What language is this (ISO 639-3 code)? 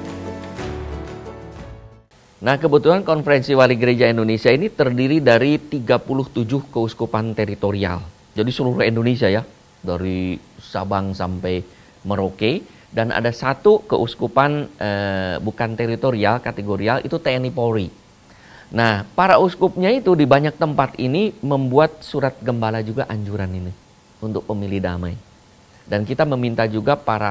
ind